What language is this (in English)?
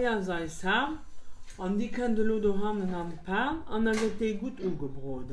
Luxembourgish